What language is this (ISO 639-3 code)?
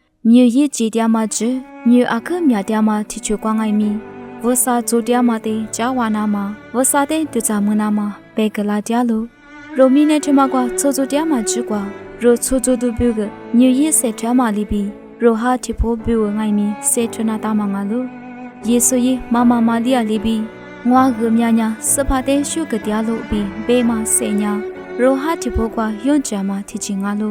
lis